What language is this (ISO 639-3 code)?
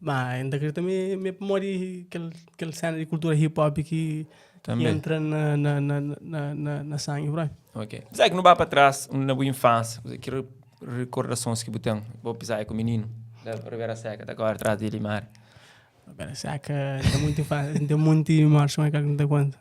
kea